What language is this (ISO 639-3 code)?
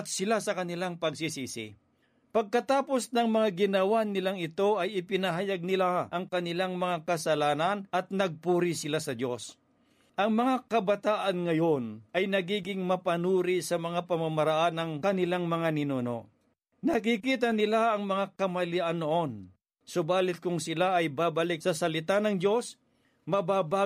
fil